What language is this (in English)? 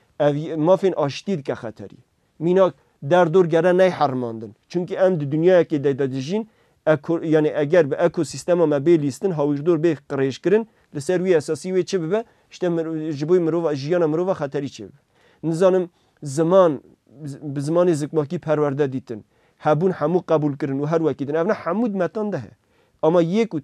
Kurdish